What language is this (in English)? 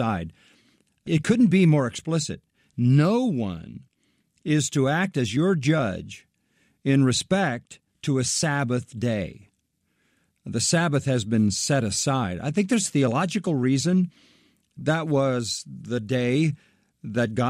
English